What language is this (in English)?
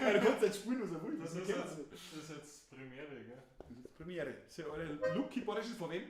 Bavarian